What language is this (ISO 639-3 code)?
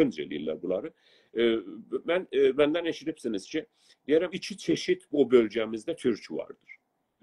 azb